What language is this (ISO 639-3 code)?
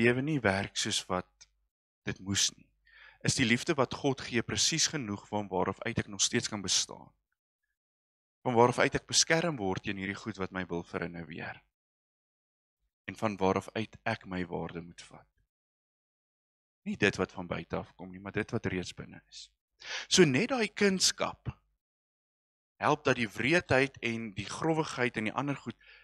afr